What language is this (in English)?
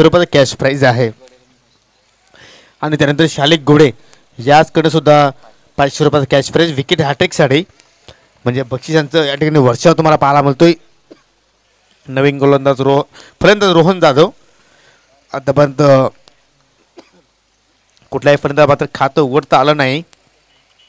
Marathi